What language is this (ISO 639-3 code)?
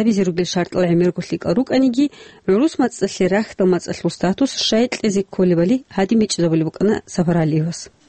ava